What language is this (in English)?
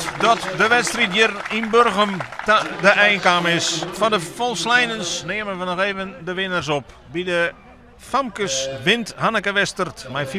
Western Frisian